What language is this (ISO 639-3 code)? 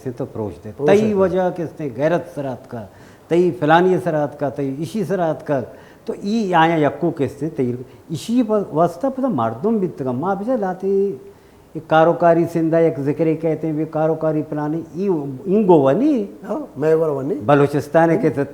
bal